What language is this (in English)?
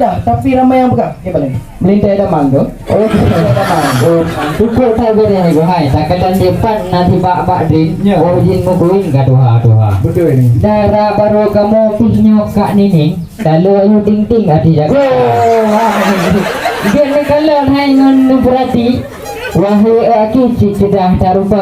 Achinese